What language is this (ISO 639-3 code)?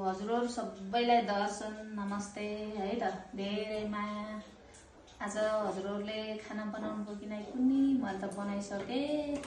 nep